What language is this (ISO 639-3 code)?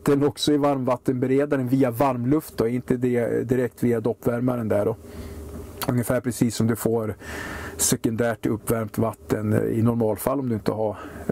swe